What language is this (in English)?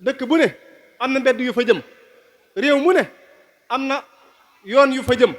Wolof